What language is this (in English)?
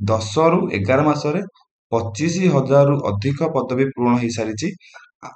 Odia